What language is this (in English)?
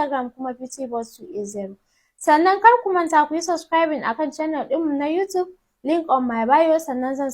Hausa